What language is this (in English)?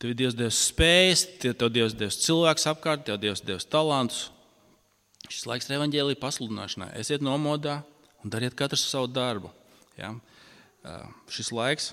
Latvian